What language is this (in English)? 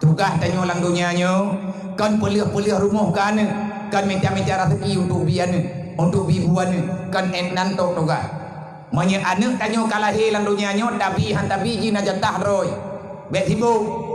Achinese